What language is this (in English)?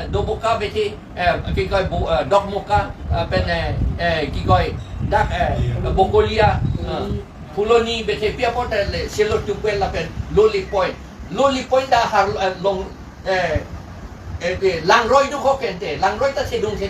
Karbi